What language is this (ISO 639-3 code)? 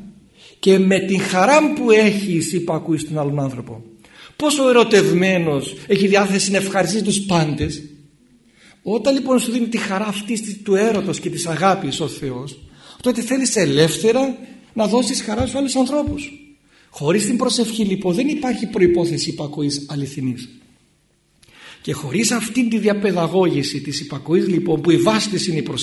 ell